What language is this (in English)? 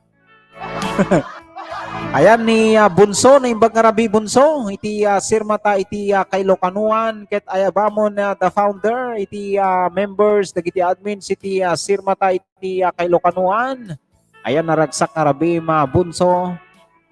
Iloko